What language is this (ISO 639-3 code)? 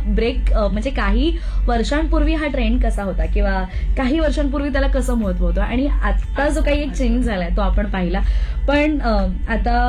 mar